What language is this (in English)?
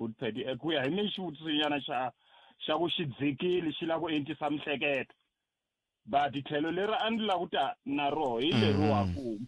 Tsonga